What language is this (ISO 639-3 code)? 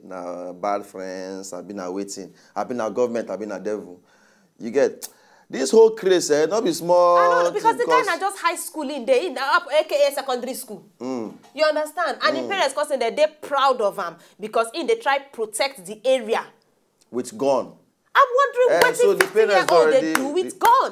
pcm